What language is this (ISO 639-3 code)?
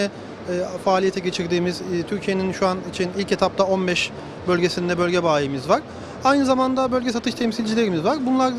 tur